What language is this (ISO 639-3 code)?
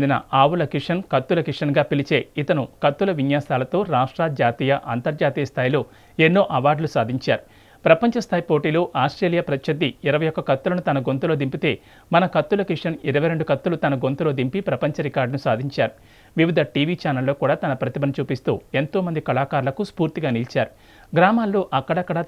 tel